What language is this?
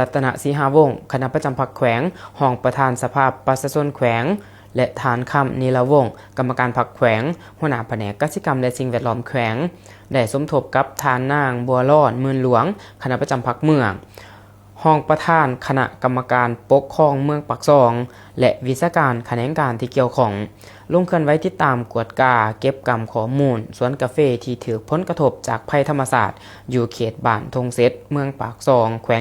Lao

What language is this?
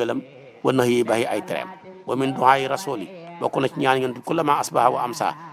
Wolof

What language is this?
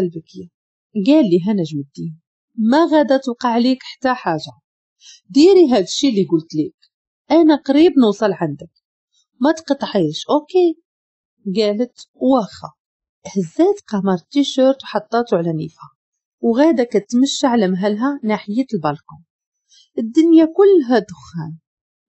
Moroccan Arabic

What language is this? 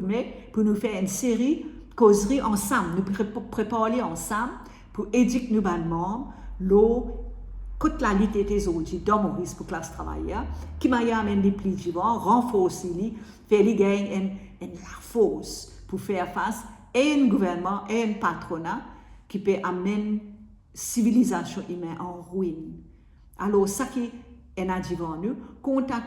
Morisyen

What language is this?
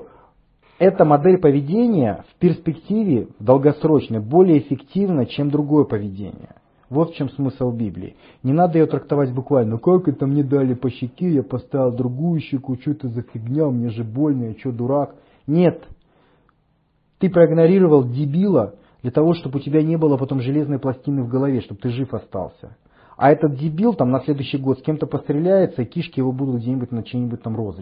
Russian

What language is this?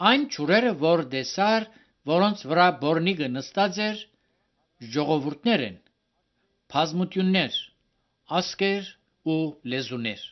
Armenian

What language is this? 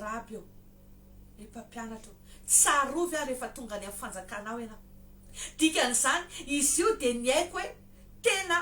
Malagasy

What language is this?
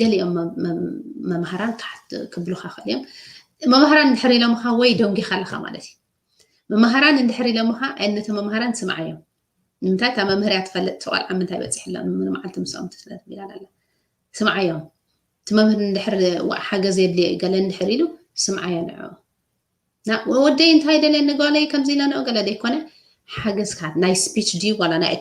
Tigrinya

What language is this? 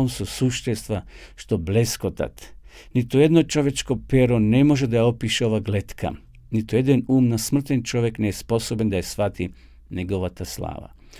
Macedonian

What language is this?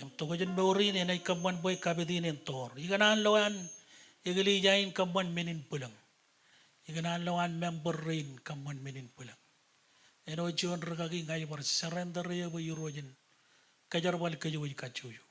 Marshallese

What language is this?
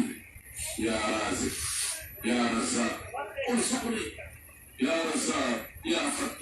Pular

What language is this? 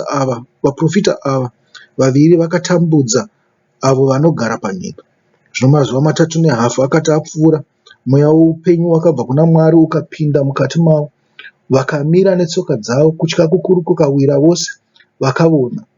Shona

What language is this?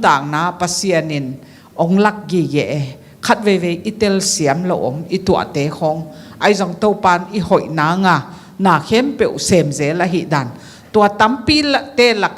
Tedim Chin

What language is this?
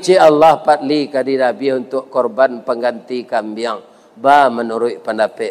Minangkabau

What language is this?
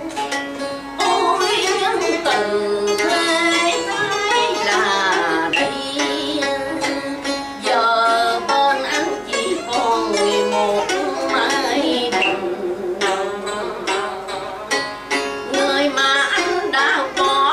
Vietnamese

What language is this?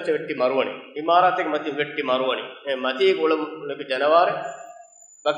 Divehi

